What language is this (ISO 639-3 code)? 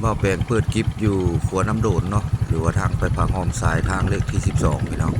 lao